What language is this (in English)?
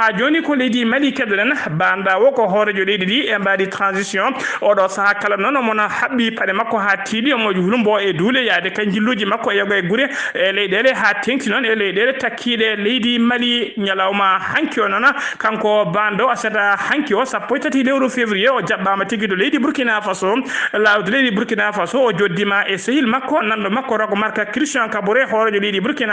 Fula